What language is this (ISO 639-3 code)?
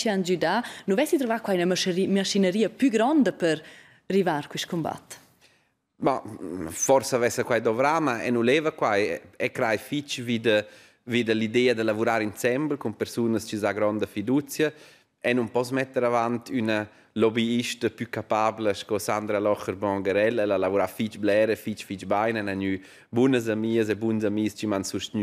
roh